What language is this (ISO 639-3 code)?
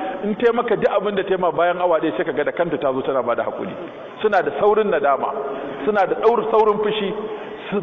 hau